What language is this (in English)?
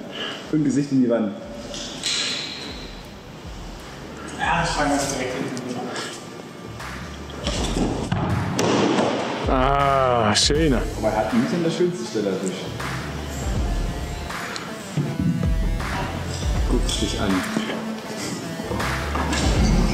German